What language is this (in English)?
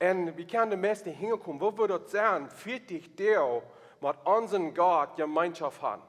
Plautdietsch